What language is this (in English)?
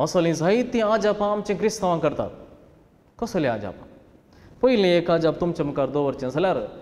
Konkani